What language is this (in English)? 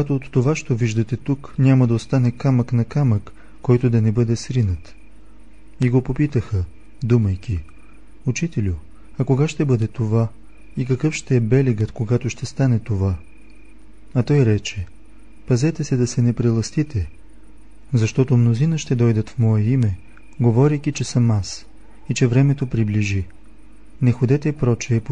Bulgarian